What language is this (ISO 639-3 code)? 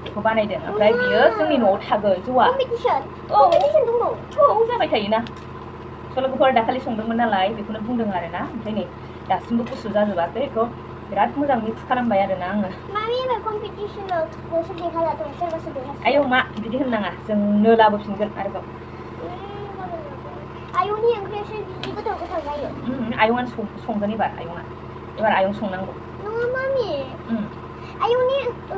brx